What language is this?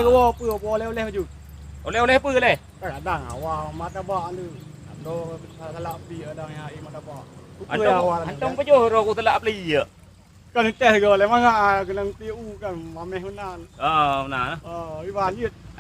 Achinese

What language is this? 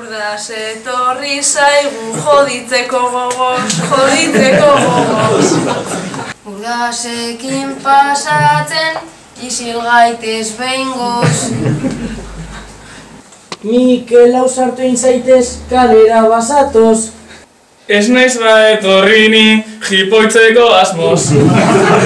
Basque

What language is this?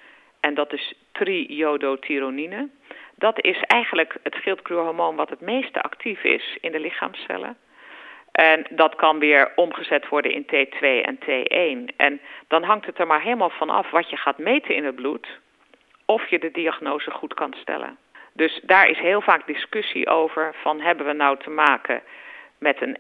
Dutch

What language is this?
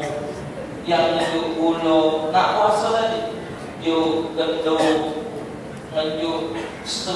Musi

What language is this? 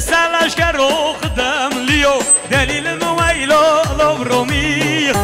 Kurdish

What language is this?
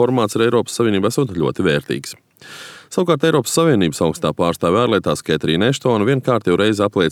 Latvian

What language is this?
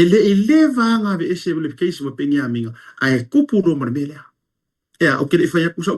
Samoan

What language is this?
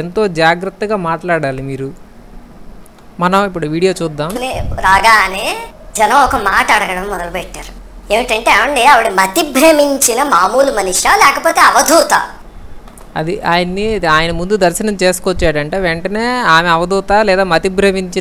Telugu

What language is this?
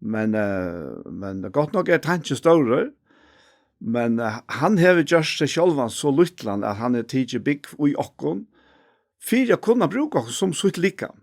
Faroese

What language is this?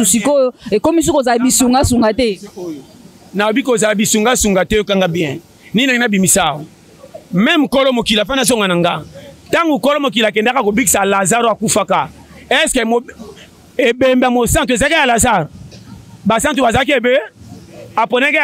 Lingala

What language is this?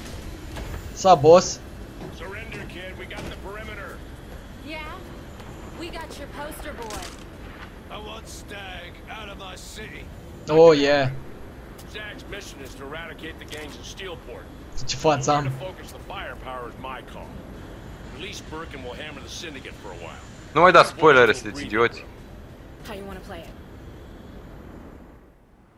Romanian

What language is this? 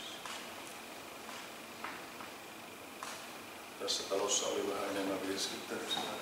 Finnish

